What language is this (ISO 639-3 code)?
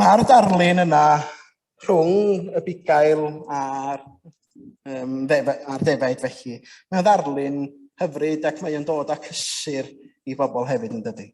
cym